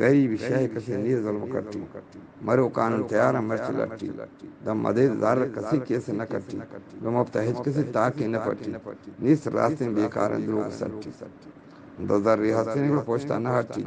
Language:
Eastern Balochi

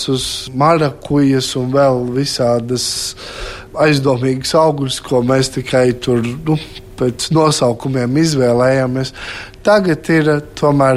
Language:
Latvian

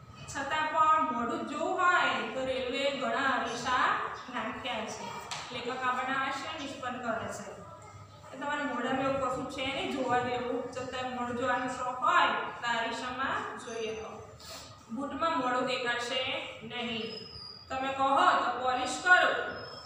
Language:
Gujarati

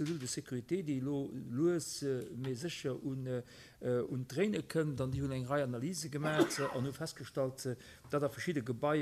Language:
Luxembourgish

